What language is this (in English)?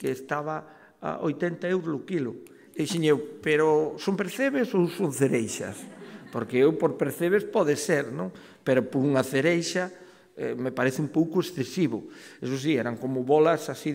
Galician